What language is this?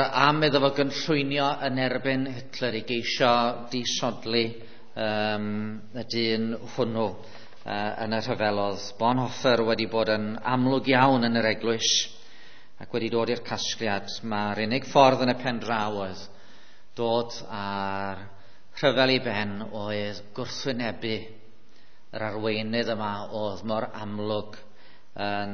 Welsh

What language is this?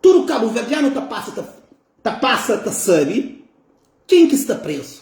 Kabuverdianu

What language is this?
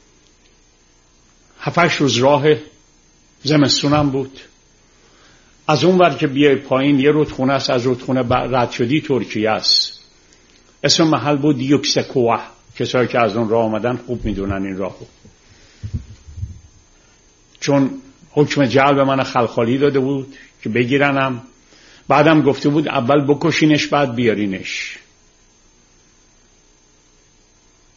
Persian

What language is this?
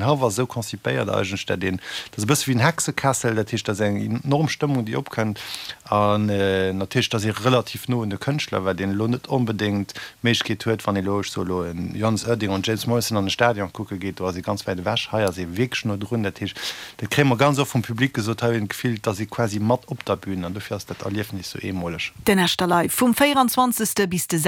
Luxembourgish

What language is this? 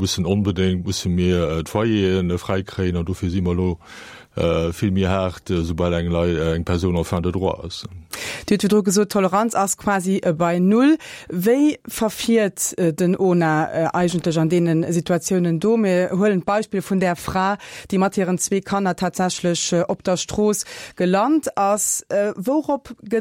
Luxembourgish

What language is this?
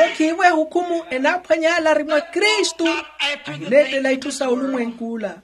Makhuwa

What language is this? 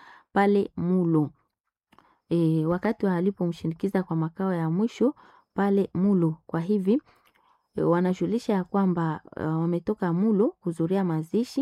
Swahili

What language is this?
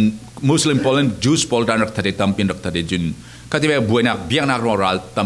Falam Chin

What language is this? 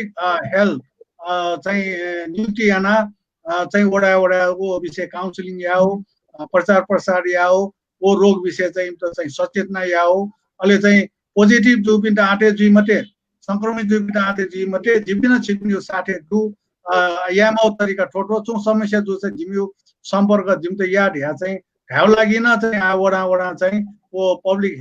Newari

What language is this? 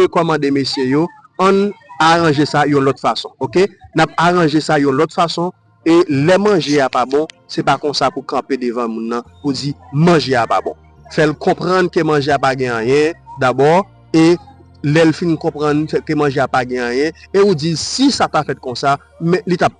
Haitian Creole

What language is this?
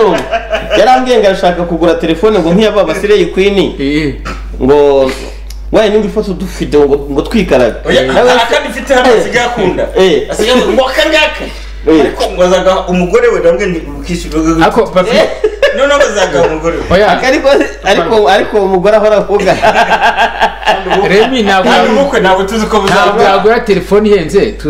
Kinyarwanda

